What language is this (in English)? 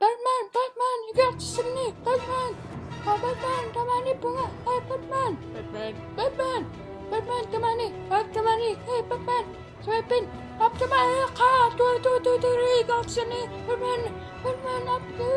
Kalaallisut